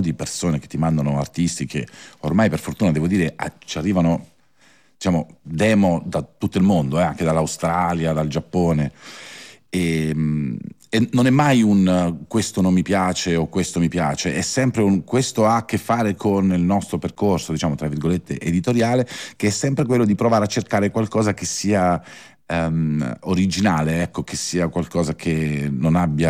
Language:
Italian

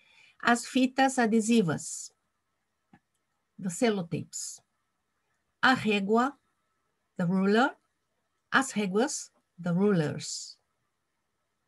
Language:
Japanese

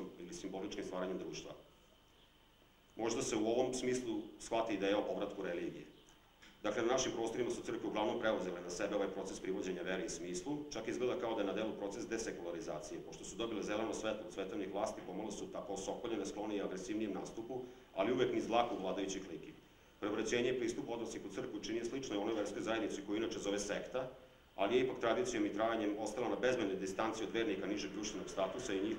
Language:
Serbian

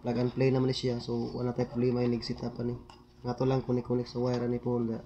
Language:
Cebuano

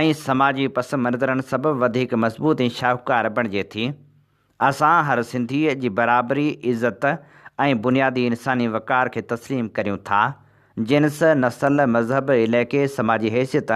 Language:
Sindhi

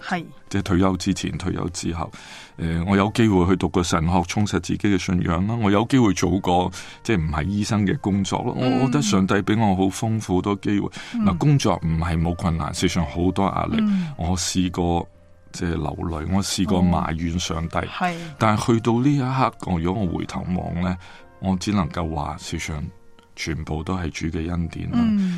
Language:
Cantonese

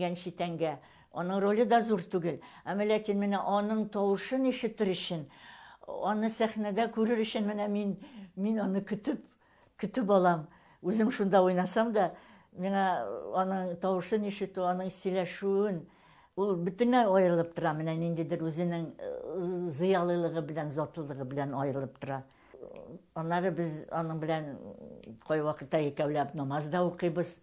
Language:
Tatar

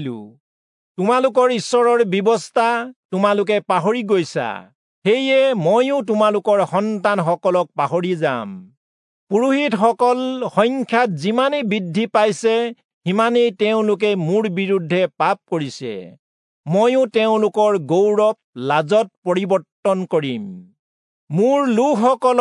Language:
Assamese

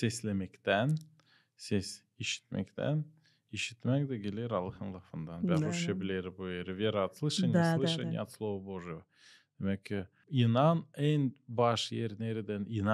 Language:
Gagauz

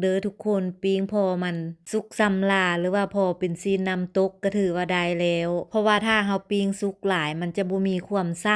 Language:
Lao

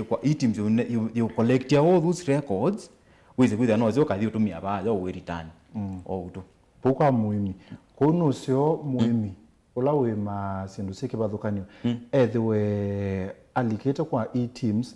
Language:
Kamba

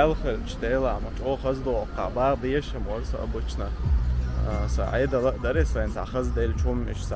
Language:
Chechen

